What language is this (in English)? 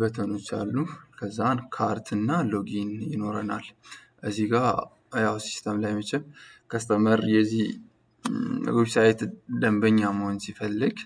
Amharic